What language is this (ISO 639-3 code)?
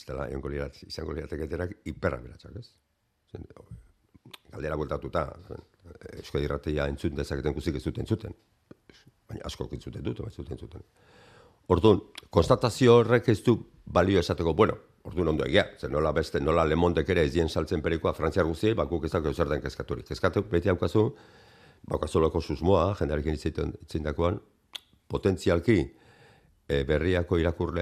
eus